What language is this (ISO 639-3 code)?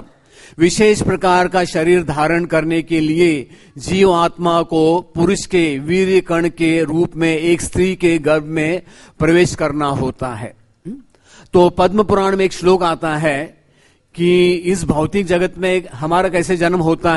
hin